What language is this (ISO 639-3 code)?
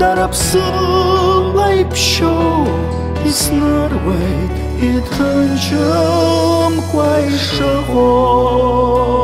abk